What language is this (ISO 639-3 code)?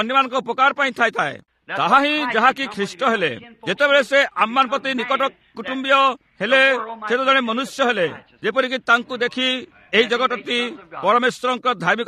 ori